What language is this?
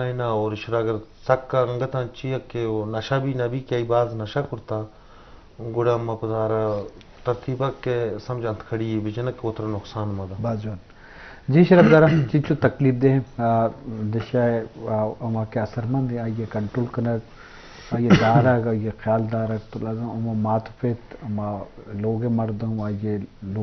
Eastern Balochi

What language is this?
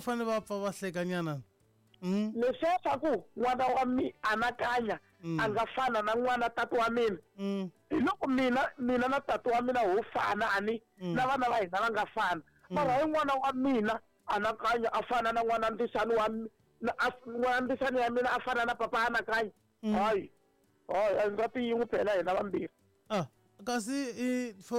Tsonga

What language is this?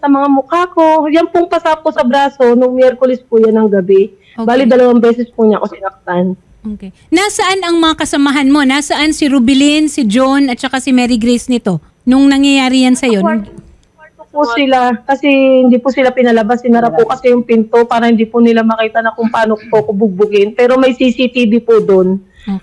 Filipino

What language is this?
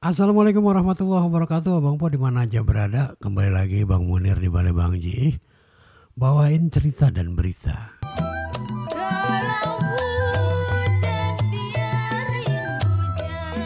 Betawi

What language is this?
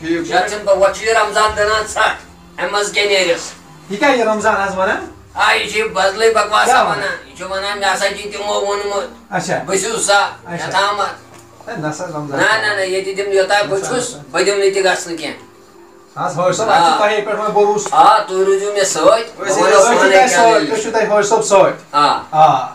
Kashmiri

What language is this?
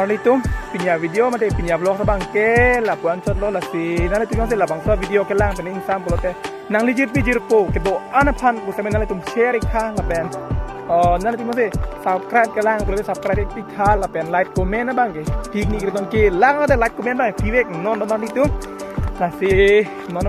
Karbi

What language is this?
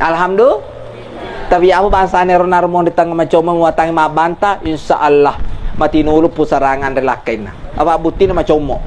Buginese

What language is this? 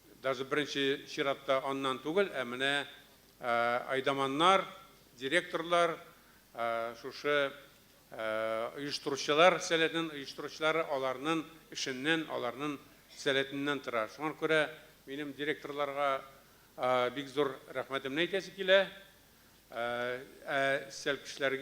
Tatar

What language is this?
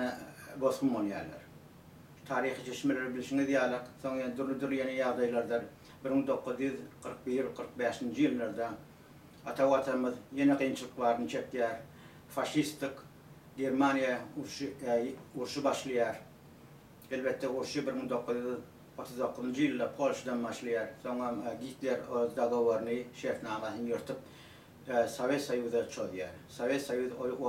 Turkmen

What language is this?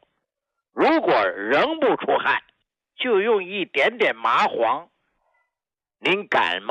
Chinese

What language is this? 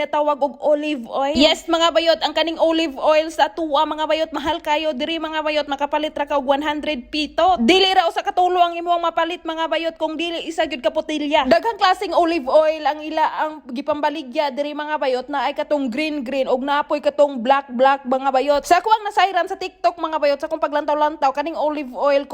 Cebuano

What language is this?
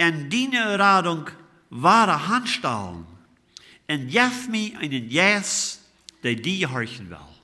Plautdietsch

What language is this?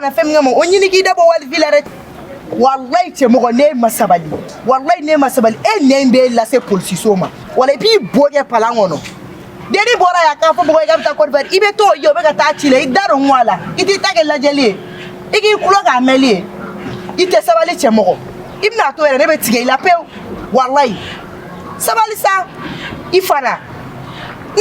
Bambara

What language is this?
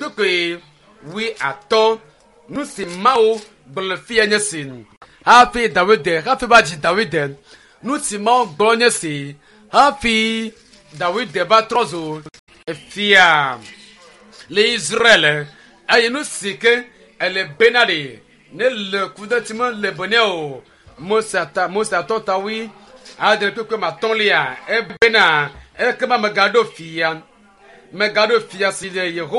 Ewe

